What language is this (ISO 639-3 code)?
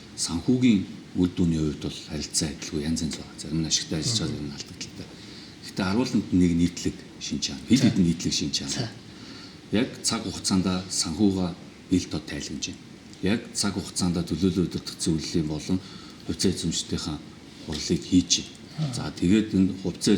mon